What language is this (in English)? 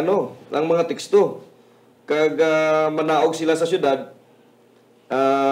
Hiligaynon